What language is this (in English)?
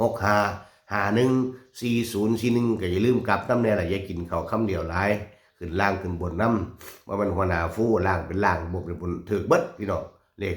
Northeastern Thai